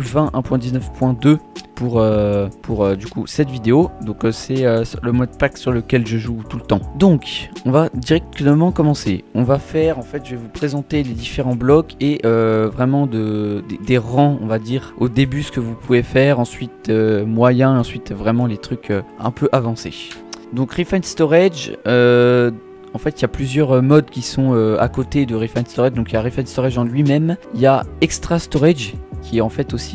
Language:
French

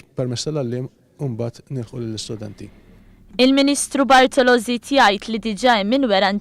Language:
Maltese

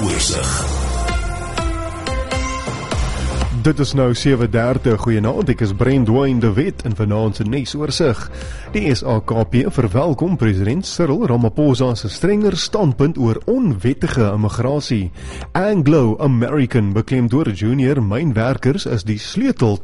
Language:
Afrikaans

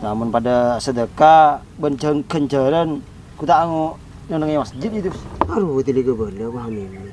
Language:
Madurese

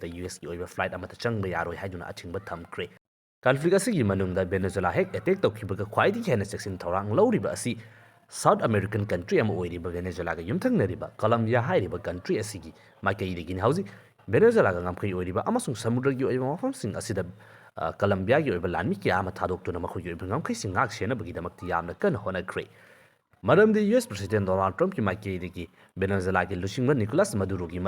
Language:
Manipuri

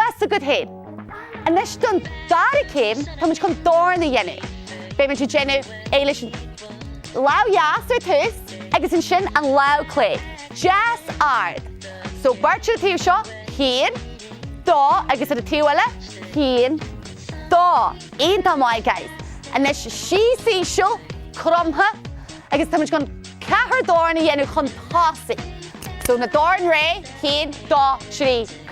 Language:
Irish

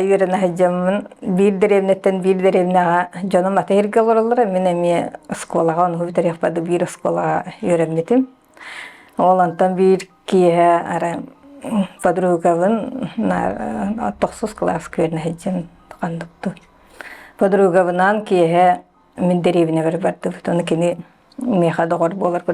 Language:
Yakut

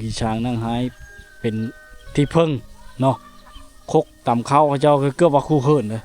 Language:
Lao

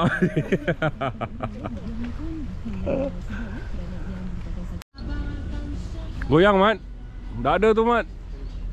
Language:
Malay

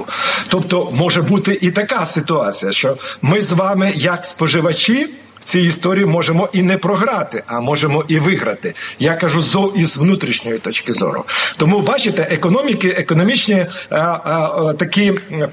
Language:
Ukrainian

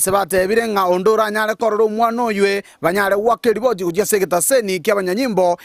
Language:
Gusii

